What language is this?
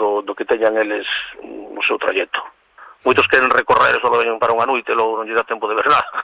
Galician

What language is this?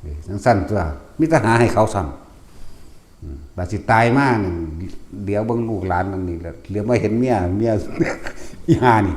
Northeastern Thai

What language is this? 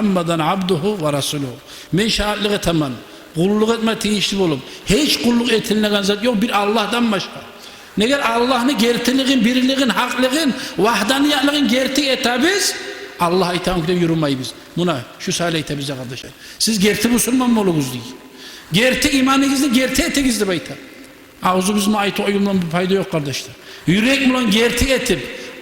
Kumyk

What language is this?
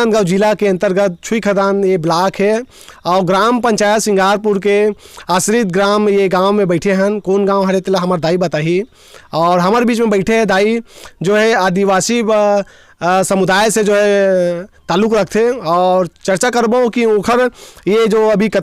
Chhattisgarhi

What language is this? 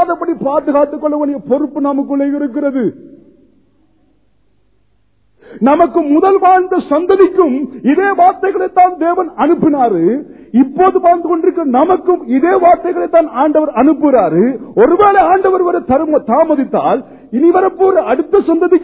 Tamil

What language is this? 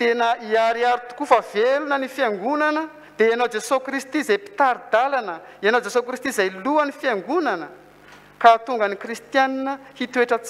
Malagasy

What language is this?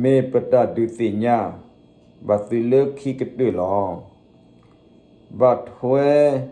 S'gaw Karen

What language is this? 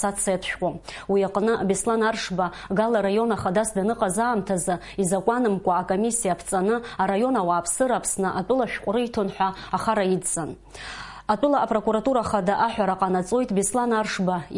Abkhazian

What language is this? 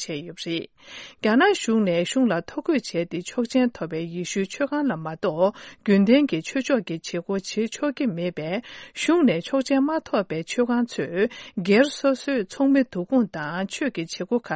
Tibetan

